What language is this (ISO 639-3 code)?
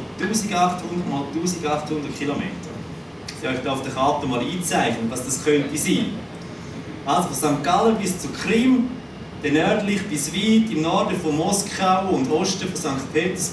gsw